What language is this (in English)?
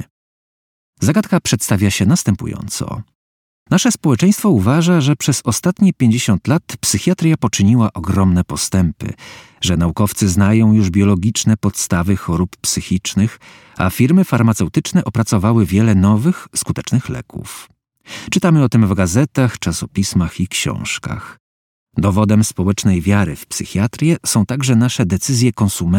Polish